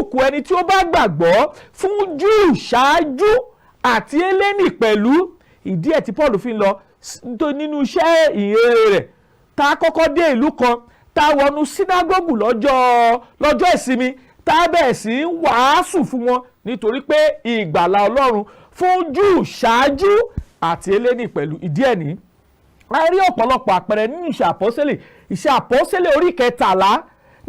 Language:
Yoruba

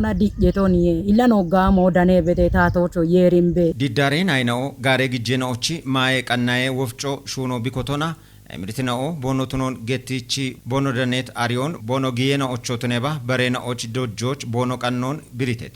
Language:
Kafa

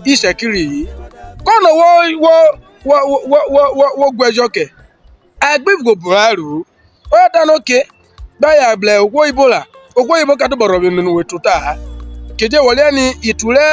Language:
Urhobo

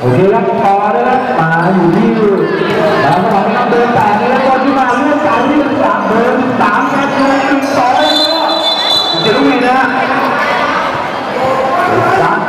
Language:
Thai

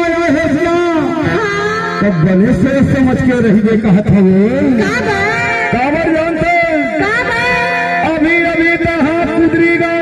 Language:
Chhattisgarhi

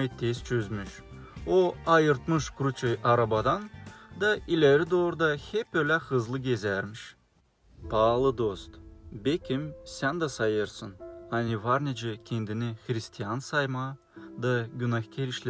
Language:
Gagauz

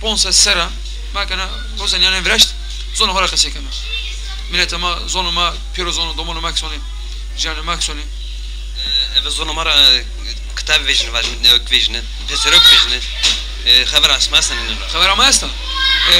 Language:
Zaza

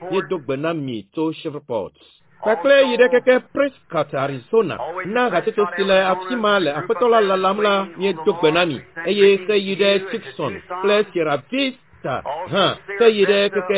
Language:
Ewe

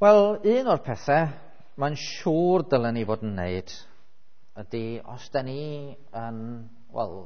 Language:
Welsh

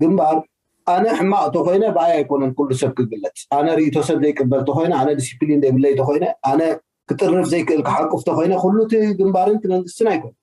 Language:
Tigrinya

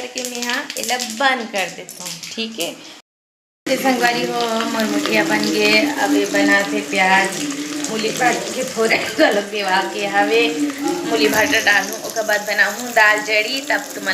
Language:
Chhattisgarhi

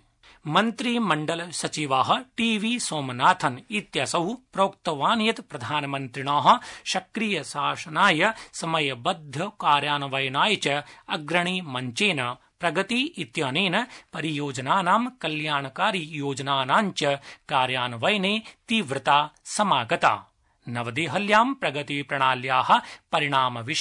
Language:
Sanskrit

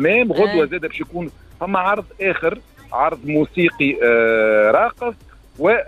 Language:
Tunisian Arabic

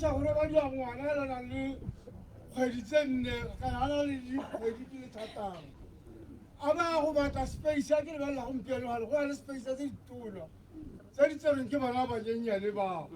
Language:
Tswana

